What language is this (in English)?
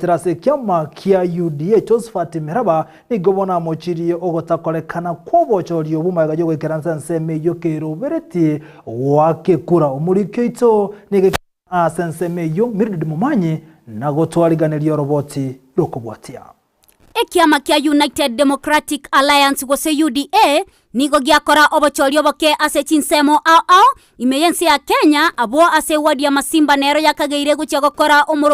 Gusii